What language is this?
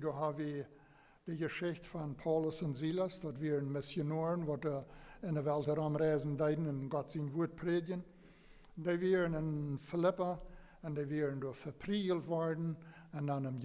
Plautdietsch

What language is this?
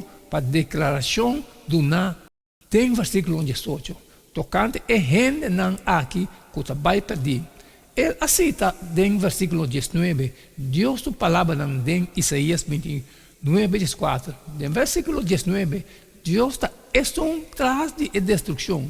Papiamento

